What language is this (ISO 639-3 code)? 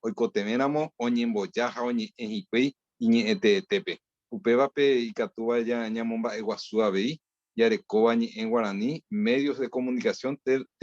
grn